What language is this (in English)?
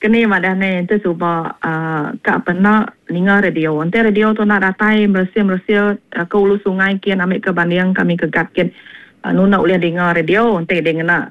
Iban